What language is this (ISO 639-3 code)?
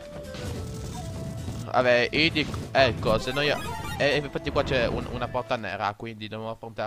ita